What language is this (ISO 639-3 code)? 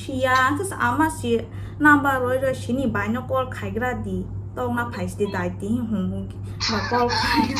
trp